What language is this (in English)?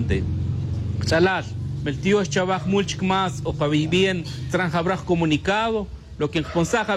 Tz'utujil